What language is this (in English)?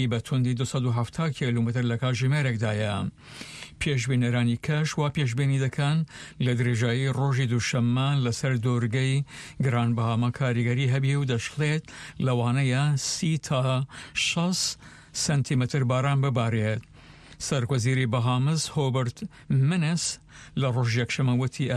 Central Kurdish